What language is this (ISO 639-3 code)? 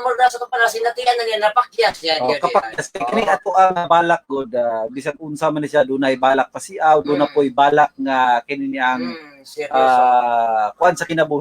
ceb